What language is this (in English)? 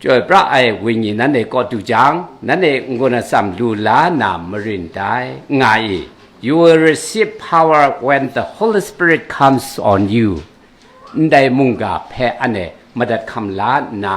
Kachin